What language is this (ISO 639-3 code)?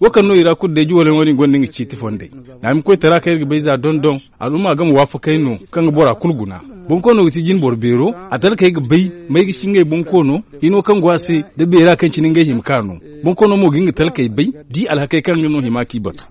dje